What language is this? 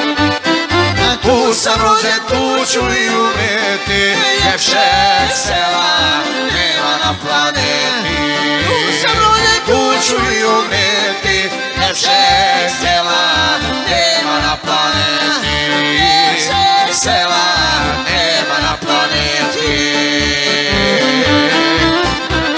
Croatian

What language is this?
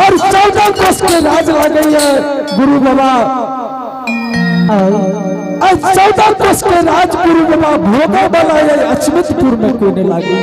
Angika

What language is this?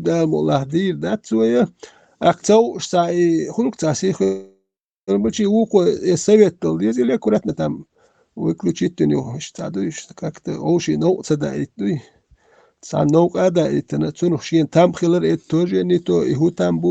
Chechen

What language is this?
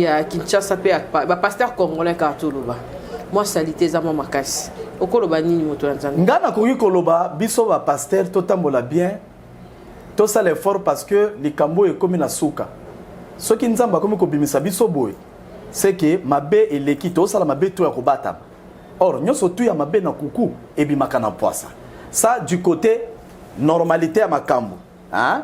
Lingala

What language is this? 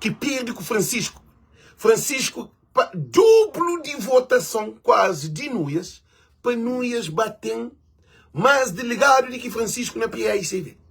Kabuverdianu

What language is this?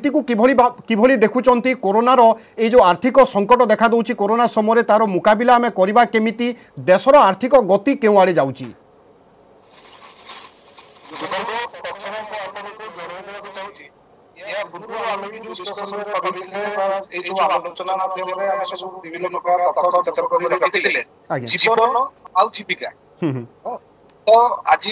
Odia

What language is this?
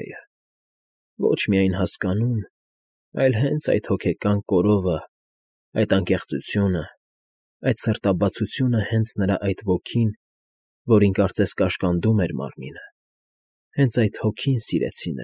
Armenian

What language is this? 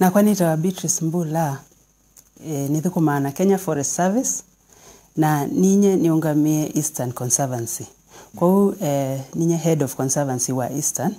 Kamba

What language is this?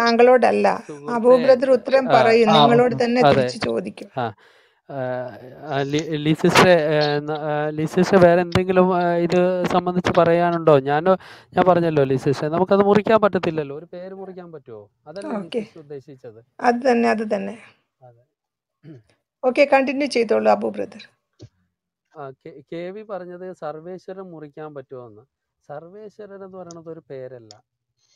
Malayalam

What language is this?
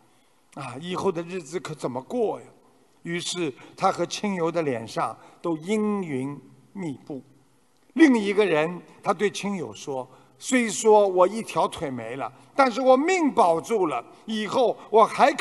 Chinese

